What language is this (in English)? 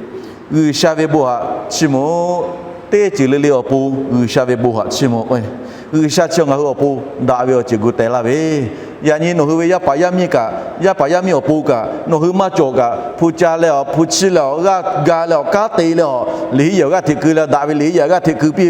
Lahu